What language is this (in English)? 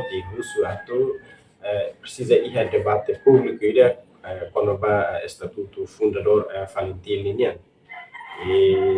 Tetum